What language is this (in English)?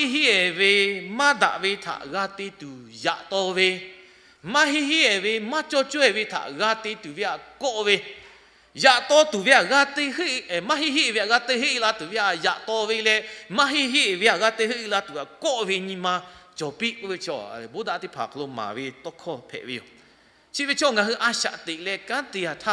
Lahu